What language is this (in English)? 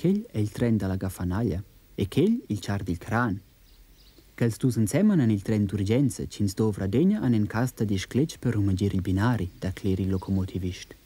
Romansh